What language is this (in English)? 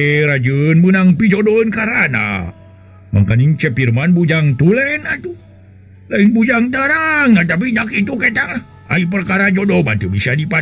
Sundanese